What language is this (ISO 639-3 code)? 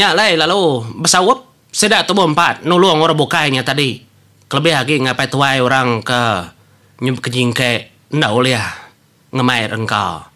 iba